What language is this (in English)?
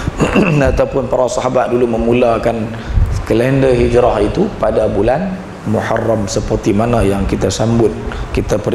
Malay